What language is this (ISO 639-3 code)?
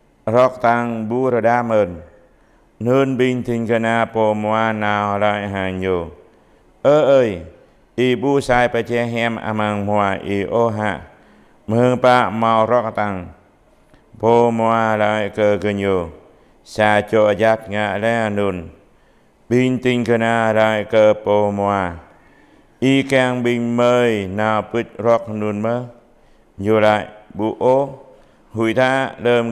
jra